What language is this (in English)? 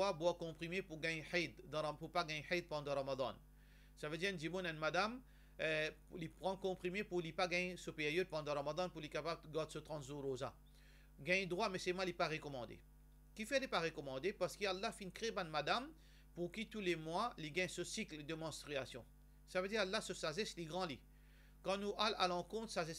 Morisyen